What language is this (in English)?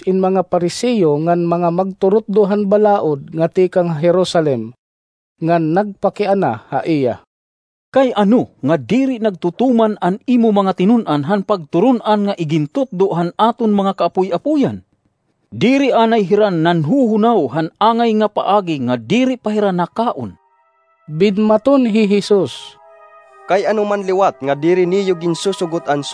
Waray